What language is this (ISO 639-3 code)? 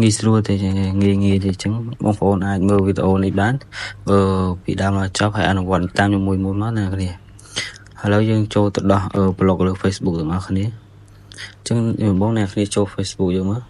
khm